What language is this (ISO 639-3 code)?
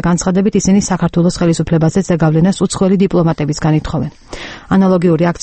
kat